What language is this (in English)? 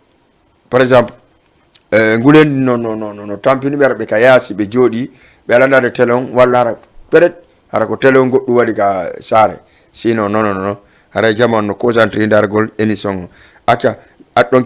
Fula